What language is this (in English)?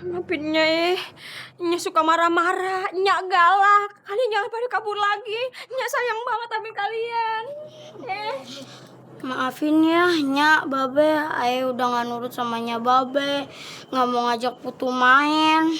Betawi